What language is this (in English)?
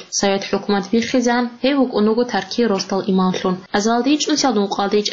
Avaric